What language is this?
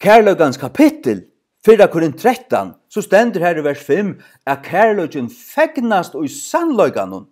Faroese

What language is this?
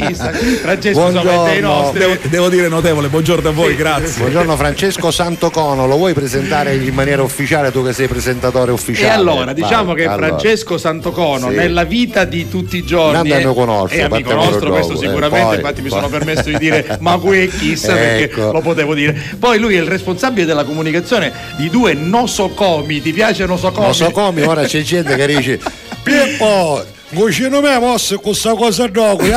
Italian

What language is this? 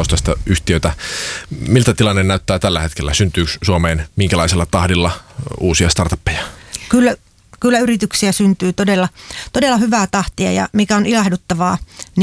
Finnish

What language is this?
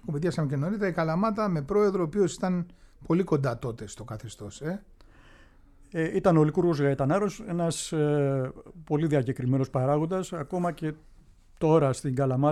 Greek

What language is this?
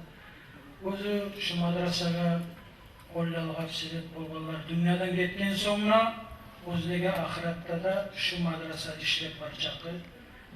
Kumyk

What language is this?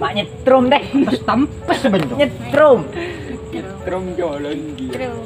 Madurese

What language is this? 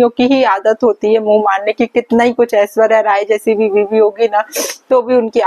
Hindi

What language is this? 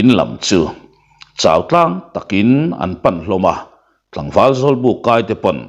Mizo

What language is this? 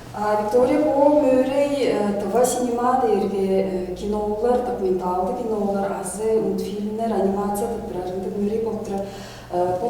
Tuvinian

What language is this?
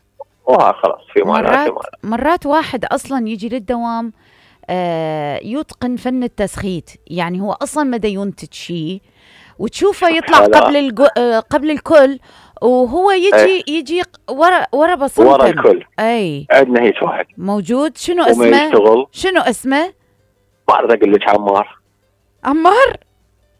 Mesopotamian Arabic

